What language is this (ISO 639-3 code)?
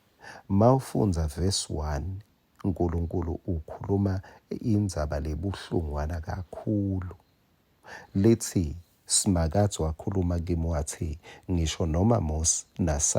ssw